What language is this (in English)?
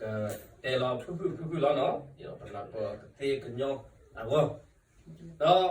S'gaw Karen